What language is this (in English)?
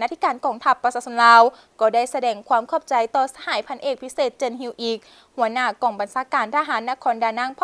Lao